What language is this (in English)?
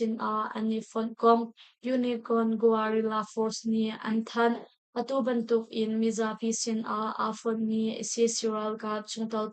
Hakha Chin